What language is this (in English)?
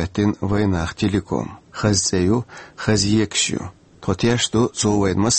Chechen